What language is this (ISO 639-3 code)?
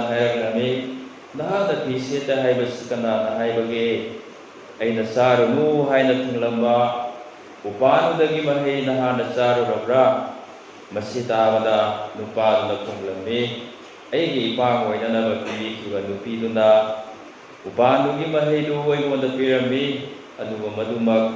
mni